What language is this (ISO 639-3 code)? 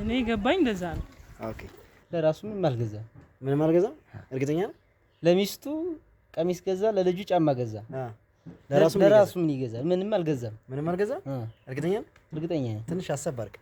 amh